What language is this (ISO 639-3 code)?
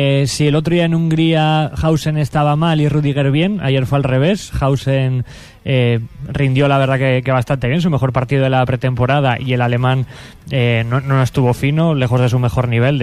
spa